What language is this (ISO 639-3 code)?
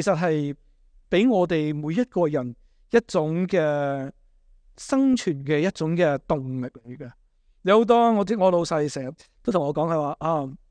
yue